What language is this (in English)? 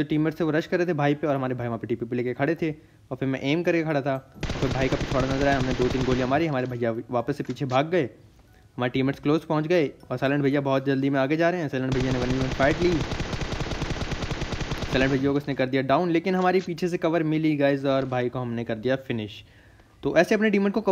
Hindi